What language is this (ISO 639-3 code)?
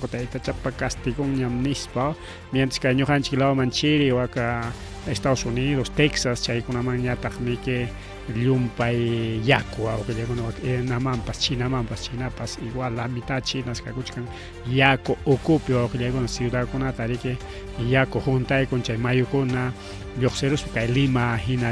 quy